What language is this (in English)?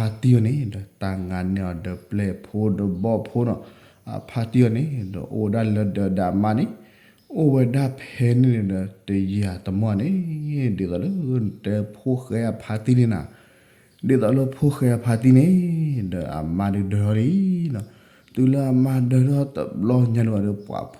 S'gaw Karen